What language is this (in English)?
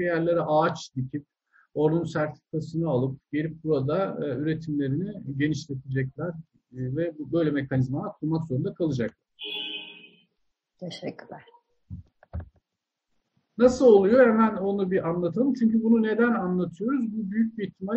Turkish